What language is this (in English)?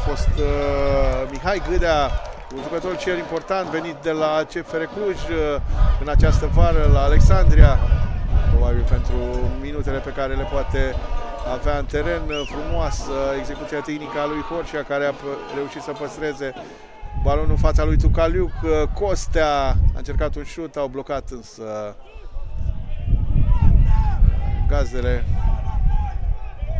Romanian